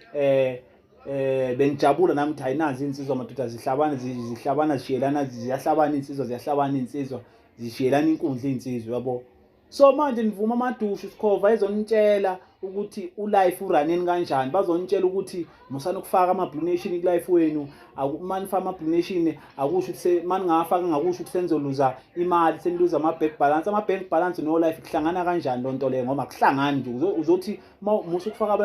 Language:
Zulu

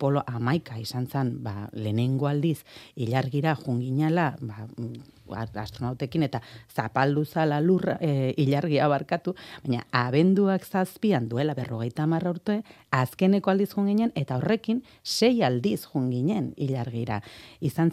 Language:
Basque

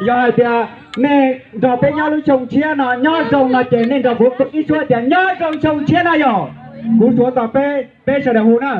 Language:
Hmong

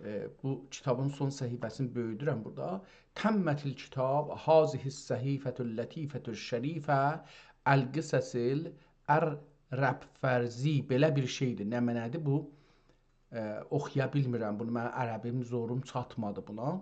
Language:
South Azerbaijani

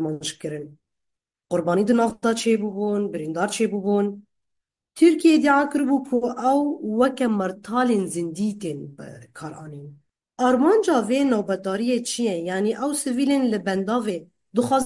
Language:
Kurdish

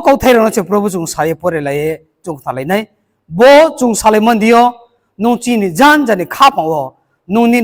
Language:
Riang (India)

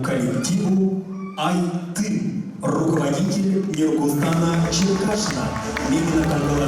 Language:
Yakut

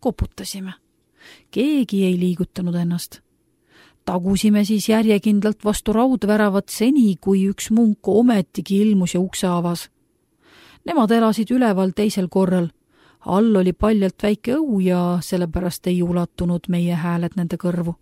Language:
Estonian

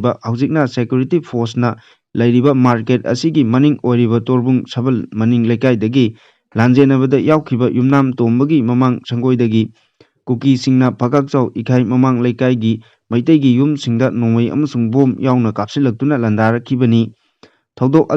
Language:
Manipuri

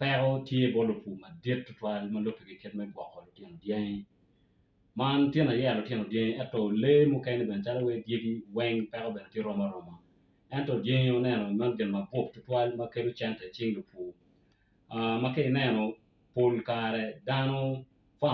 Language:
Acoli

